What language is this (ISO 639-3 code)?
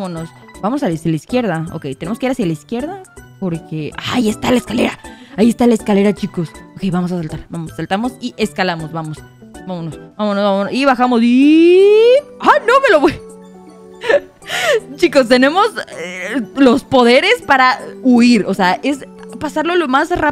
spa